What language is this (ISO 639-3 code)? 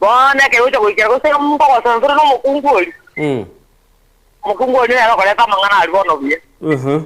guz